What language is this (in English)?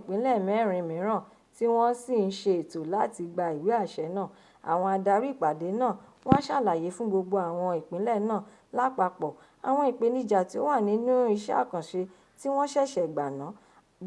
Yoruba